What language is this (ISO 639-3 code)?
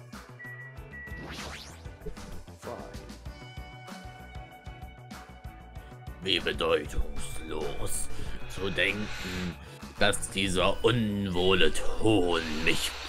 deu